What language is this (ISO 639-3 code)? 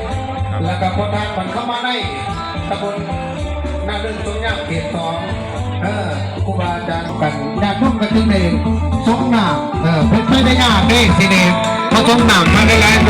tts